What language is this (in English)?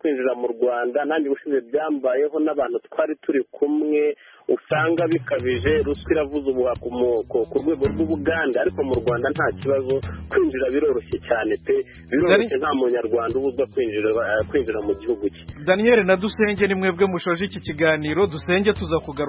Kinyarwanda